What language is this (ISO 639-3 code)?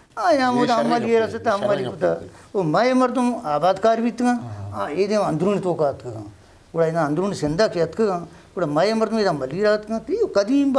bgp